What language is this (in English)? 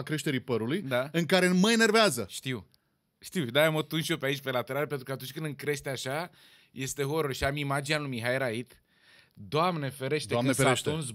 Romanian